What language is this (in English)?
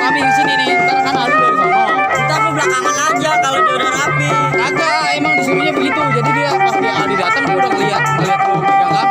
Betawi